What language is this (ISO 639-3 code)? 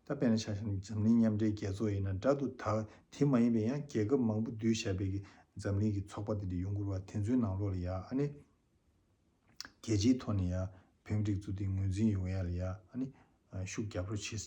bod